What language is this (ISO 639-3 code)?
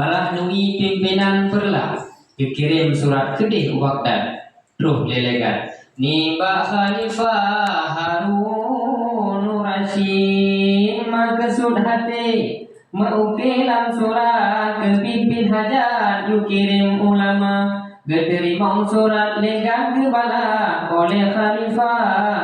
ace